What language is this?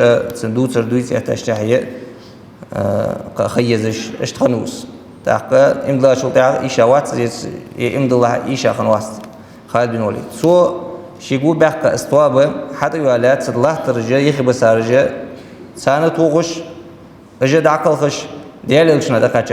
Ingush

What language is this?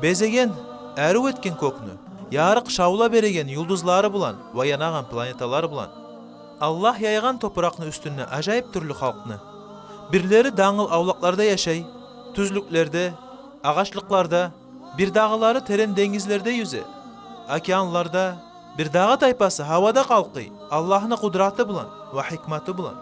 Kumyk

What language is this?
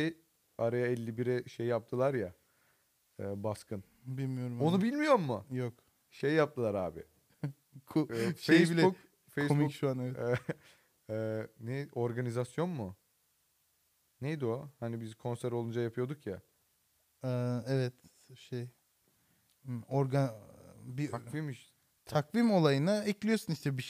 Turkish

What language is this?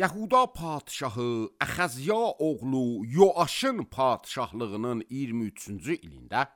Azerbaijani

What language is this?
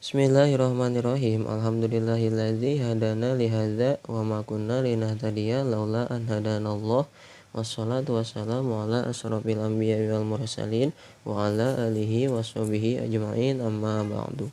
Sundanese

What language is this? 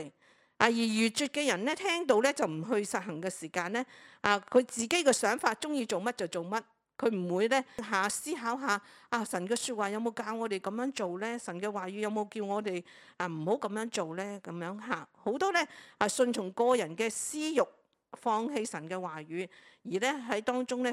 Cantonese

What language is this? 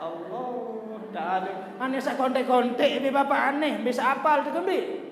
Sasak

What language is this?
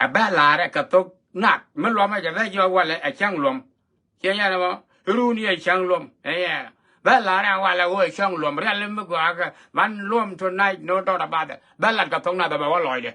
Nuer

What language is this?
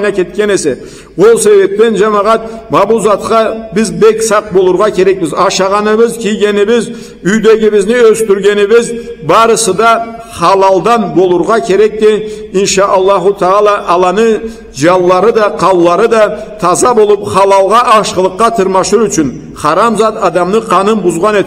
Karachay-Balkar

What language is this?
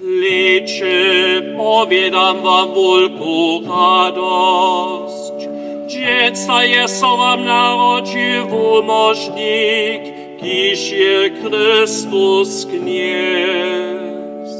Upper Sorbian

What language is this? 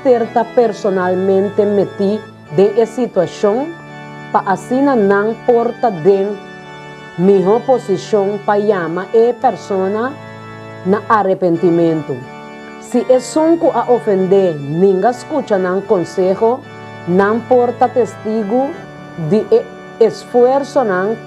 Papiamento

